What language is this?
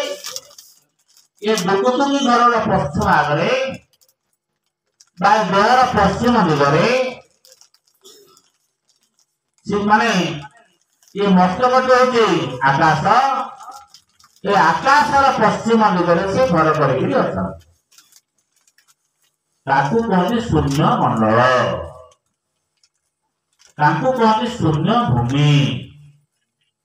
Odia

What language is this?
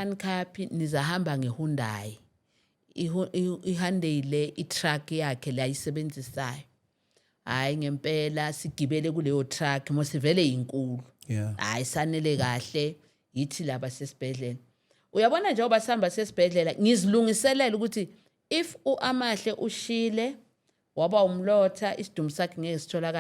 Zulu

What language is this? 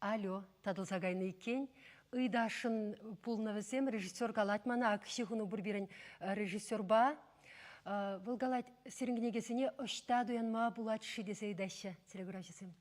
Chuvash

